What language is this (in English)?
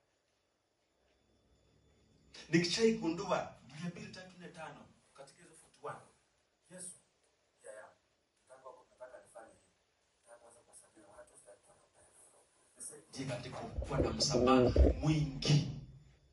Swahili